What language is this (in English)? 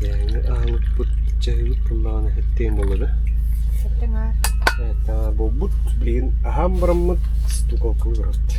Yakut